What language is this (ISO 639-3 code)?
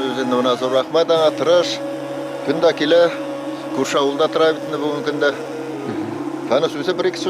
bak